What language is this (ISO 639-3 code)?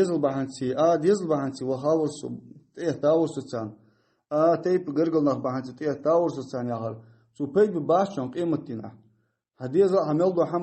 inh